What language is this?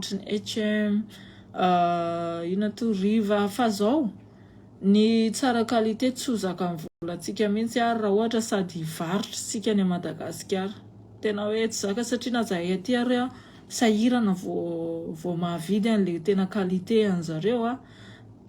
Malagasy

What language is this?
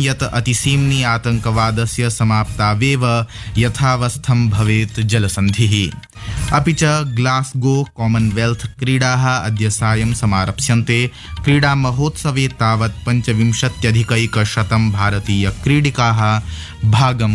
Sanskrit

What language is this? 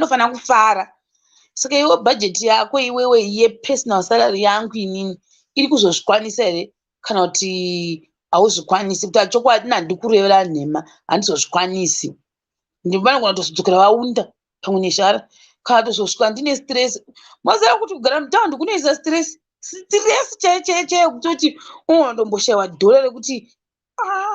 Shona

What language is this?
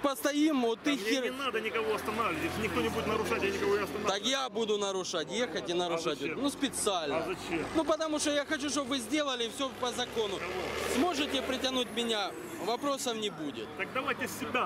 Russian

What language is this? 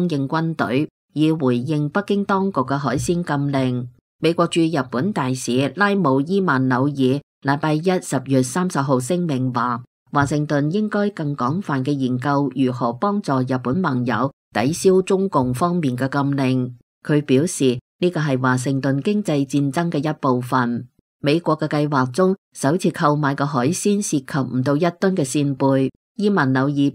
Cantonese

